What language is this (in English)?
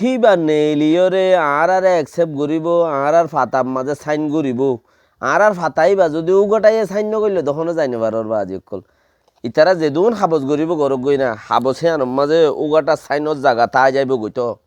Rohingya